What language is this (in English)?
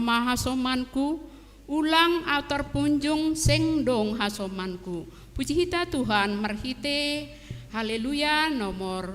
Batak Simalungun